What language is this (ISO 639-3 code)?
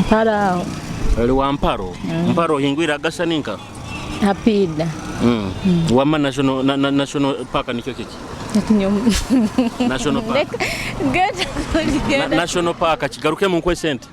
nyo